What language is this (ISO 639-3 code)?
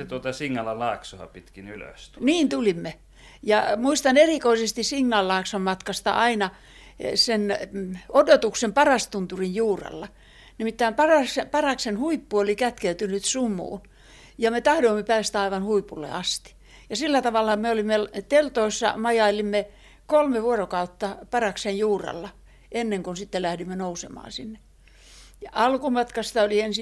fin